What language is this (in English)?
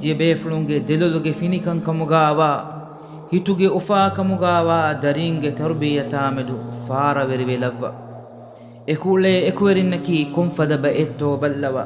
Divehi